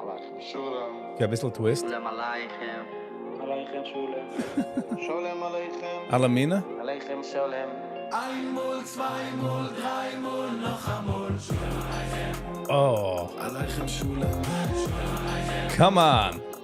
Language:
Yiddish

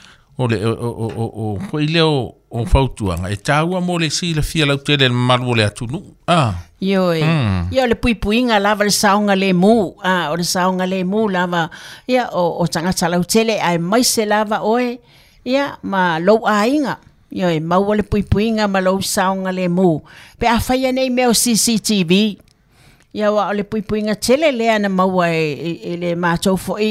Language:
Samoan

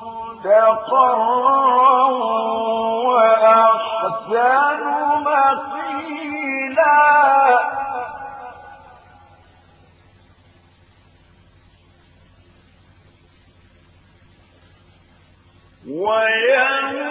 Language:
Arabic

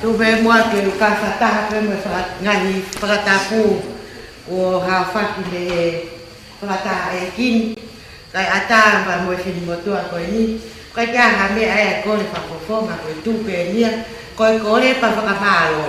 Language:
Tongan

